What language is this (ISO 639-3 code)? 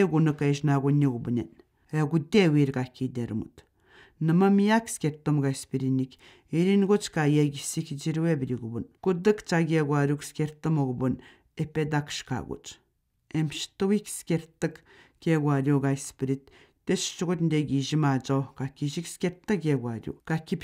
atj